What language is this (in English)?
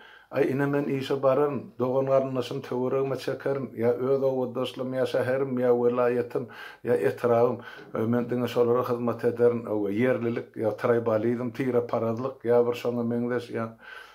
Turkmen